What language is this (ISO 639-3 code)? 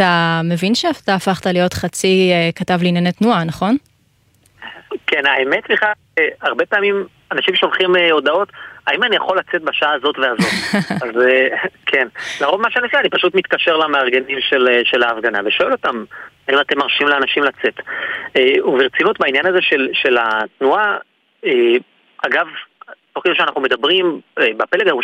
heb